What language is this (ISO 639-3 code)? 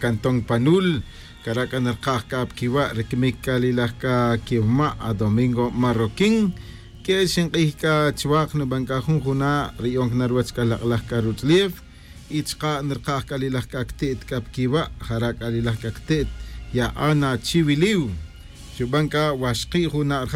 tzj